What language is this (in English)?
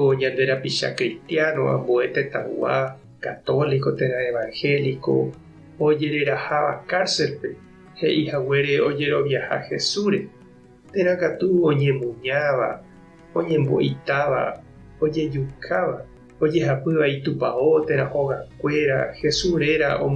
Guarani